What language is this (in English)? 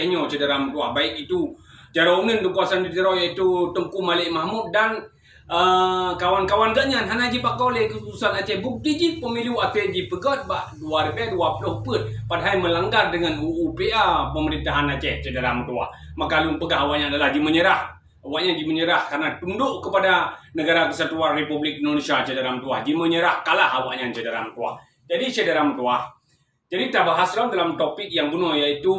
Achinese